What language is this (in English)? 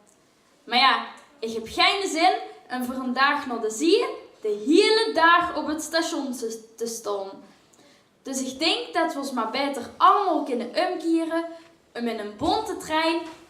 Limburgish